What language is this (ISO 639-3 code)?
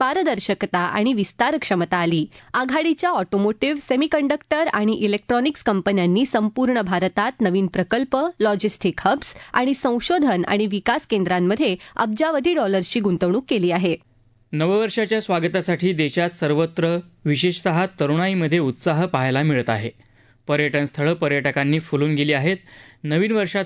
mar